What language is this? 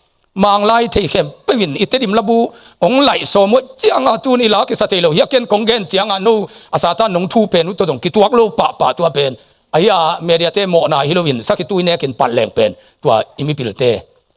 Tedim Chin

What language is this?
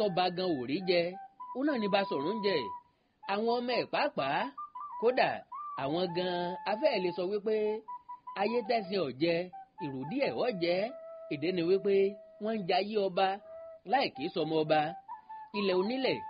Yoruba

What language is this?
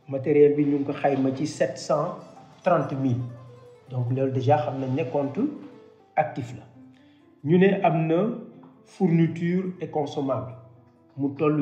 Wolof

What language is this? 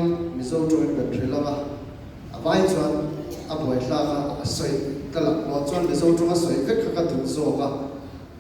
Hmar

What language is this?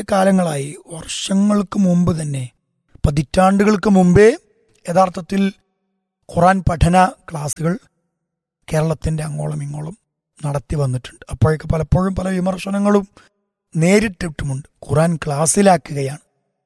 Malayalam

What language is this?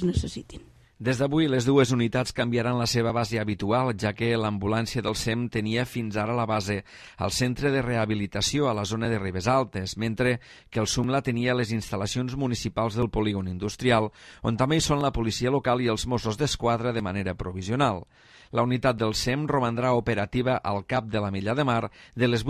Catalan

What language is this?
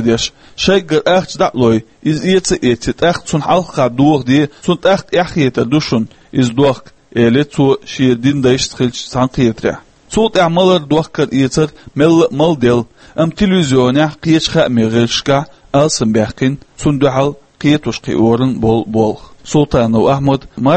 Chechen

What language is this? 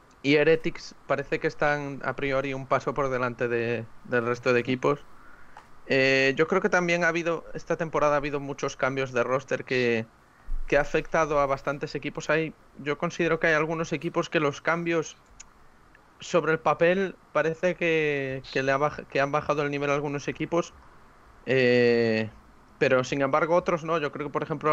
Spanish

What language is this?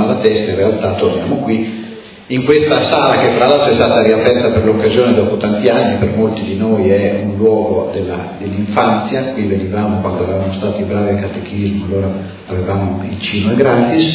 Italian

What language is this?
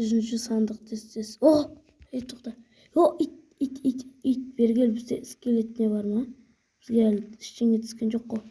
Kazakh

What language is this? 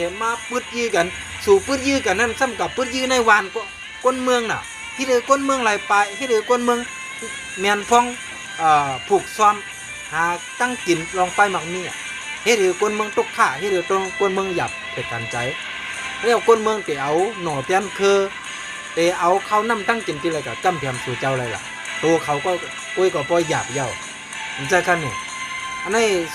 Shan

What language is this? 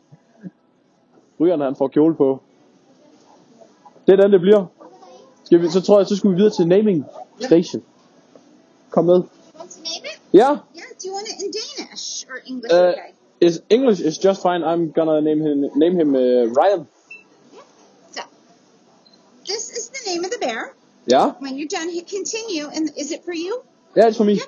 Danish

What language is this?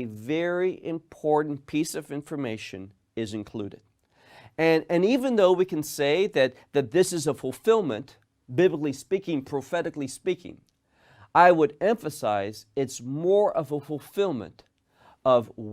English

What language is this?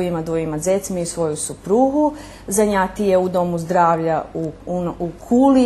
Rusyn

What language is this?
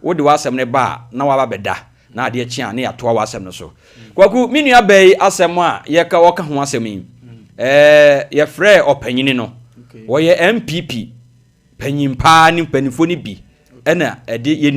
Akan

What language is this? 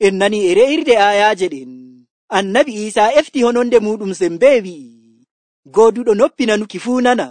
Nigerian Fulfulde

